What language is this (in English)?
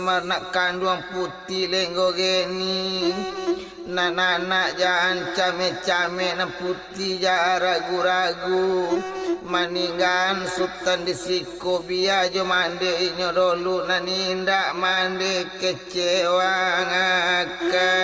Minangkabau